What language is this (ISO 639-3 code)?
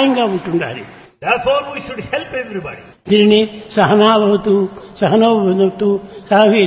tel